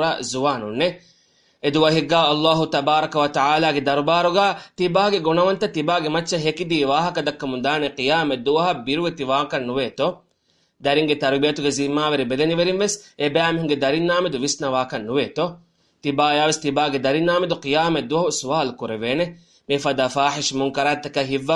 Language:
Divehi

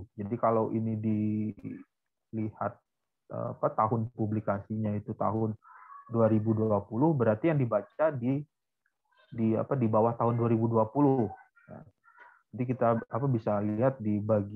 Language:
Indonesian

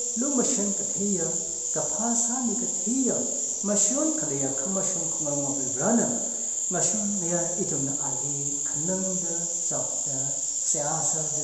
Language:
Tangkhul Naga (India)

